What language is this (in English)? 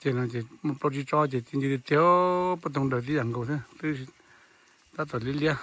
Hmong